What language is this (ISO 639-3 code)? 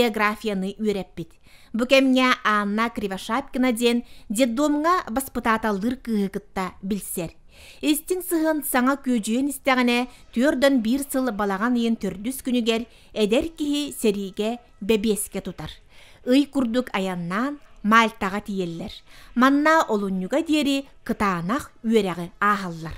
sah